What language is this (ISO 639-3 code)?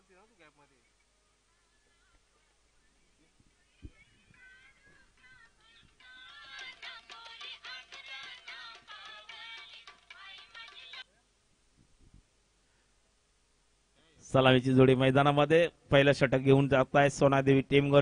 mar